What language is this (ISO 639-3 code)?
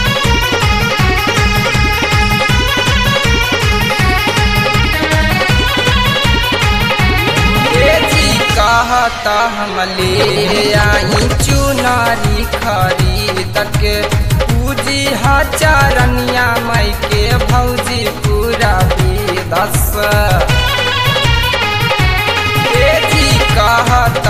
bho